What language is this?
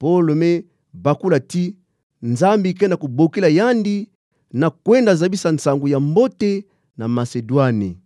Kituba (Democratic Republic of Congo)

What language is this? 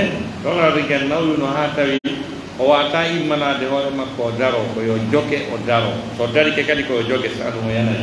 Pular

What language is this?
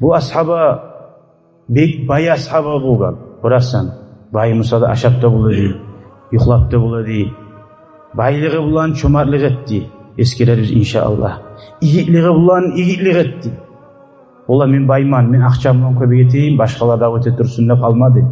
Kumyk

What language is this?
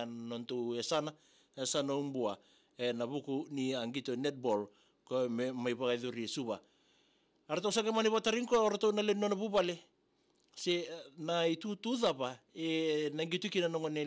Fijian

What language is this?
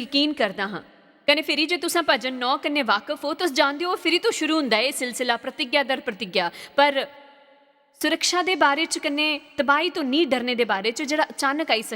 Dogri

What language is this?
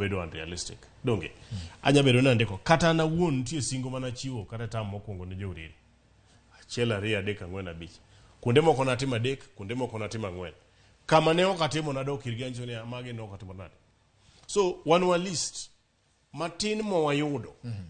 Luo (Kenya and Tanzania)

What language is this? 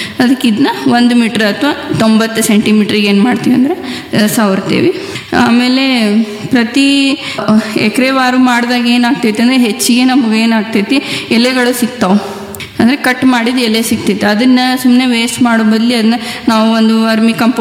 Kannada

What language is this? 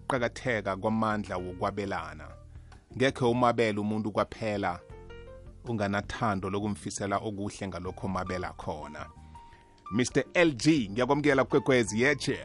South Ndebele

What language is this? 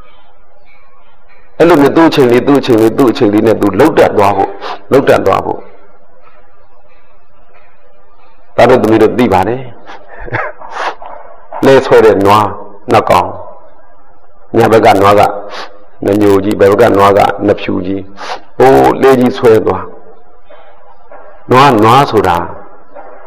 Burmese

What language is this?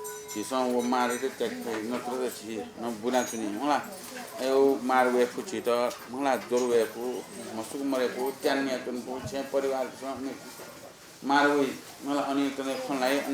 Newari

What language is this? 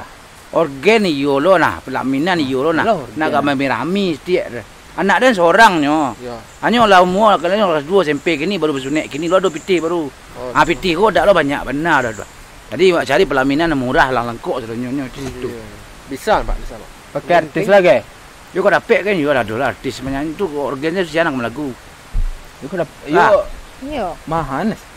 Minangkabau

